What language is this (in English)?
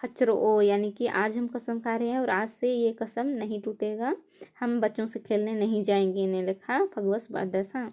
Kurukh